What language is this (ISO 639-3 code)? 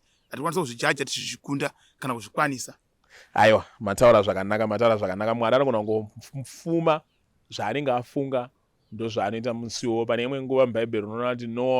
sna